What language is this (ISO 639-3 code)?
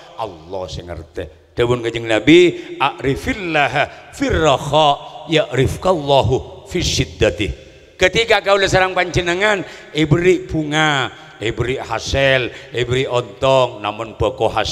mad